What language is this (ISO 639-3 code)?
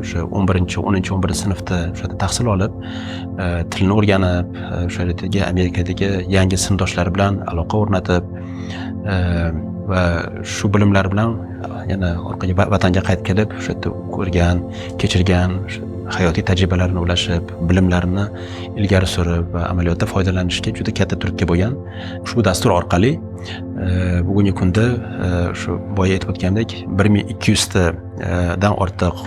uzb